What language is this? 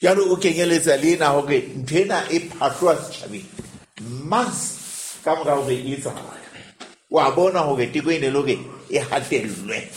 Southern Sotho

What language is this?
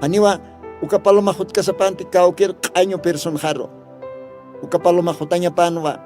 Aymara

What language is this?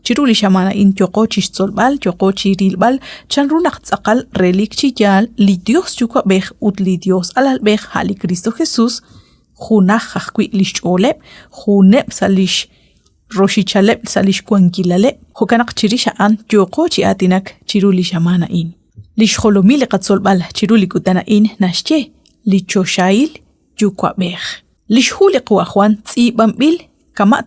Kekchí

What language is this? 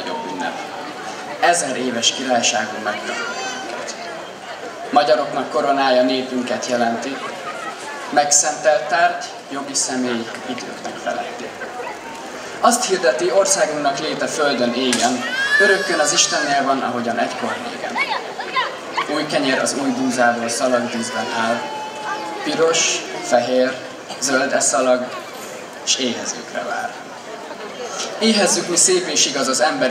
Hungarian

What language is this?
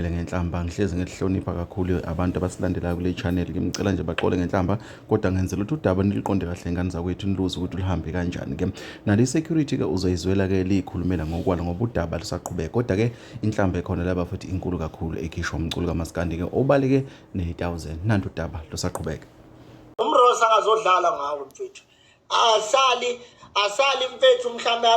Zulu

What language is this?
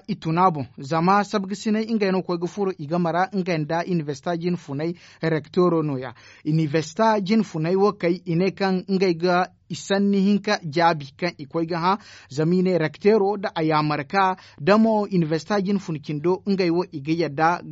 Zarma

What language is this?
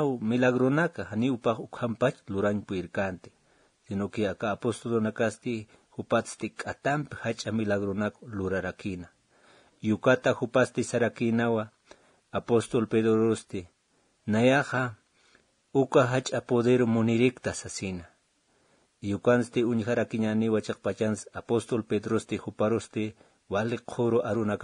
Aymara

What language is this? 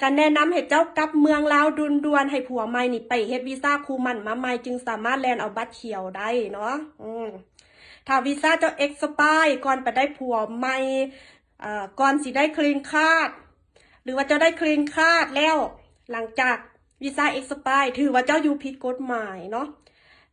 Lao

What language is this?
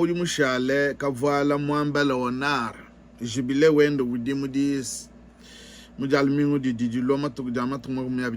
Luba-Lulua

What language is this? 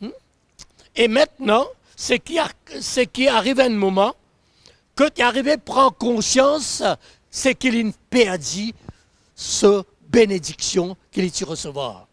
Morisyen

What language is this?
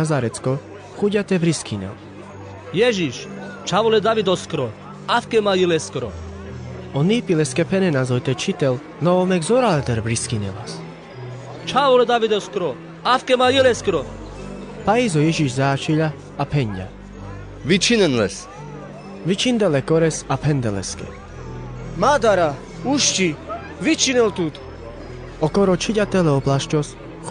Carpathian Romani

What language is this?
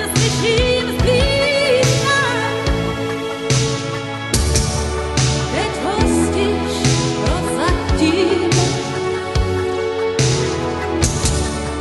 Czech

